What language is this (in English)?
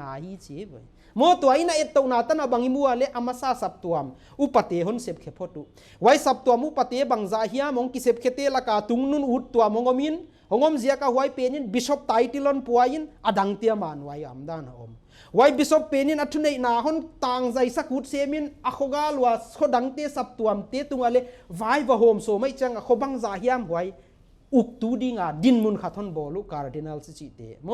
Paite Chin